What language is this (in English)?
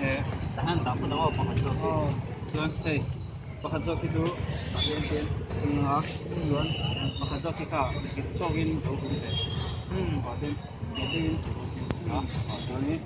Mizo